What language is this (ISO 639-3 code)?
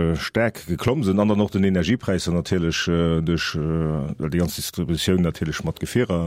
ltz